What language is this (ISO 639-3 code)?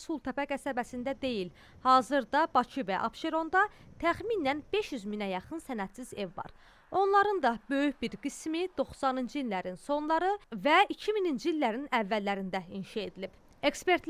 aze